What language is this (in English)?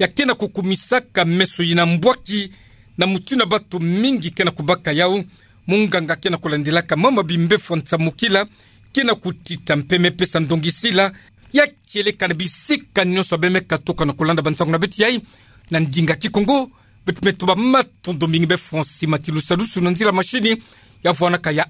Kituba (Democratic Republic of Congo)